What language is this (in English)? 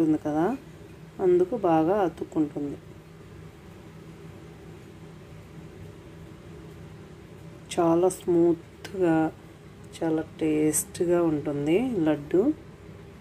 Telugu